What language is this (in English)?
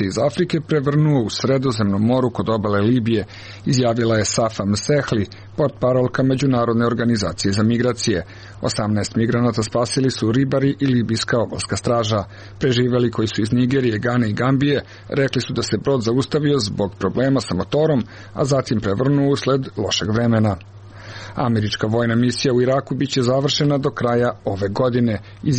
Serbian